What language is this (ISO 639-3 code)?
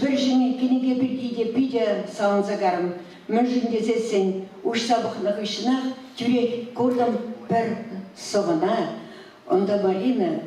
chv